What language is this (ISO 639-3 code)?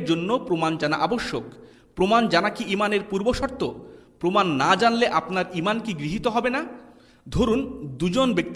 ben